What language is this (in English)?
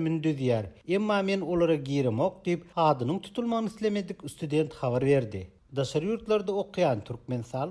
Turkmen